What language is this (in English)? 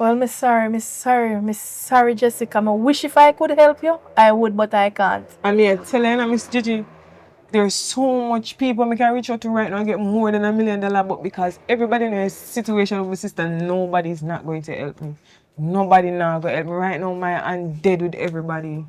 Jamaican Creole English